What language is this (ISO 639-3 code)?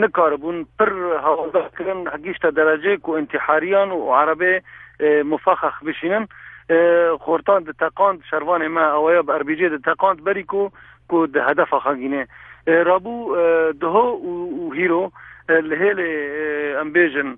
kur